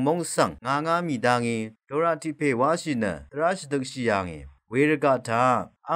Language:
Rawang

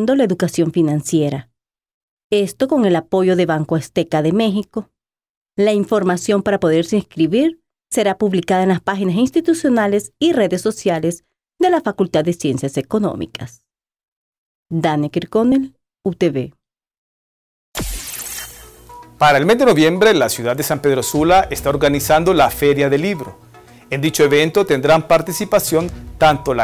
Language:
Spanish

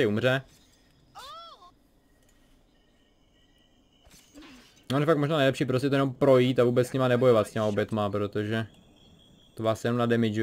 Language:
Czech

